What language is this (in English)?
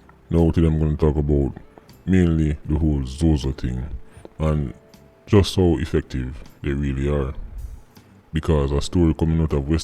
Jamaican Creole English